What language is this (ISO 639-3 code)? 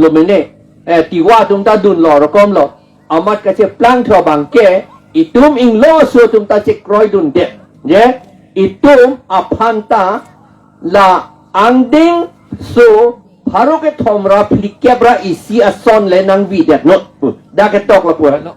mjw